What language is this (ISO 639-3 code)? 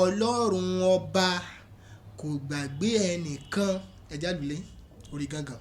yor